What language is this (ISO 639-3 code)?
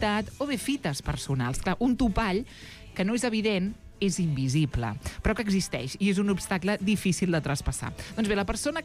cat